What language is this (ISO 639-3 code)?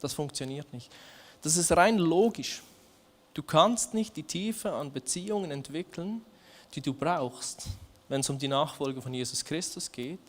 gsw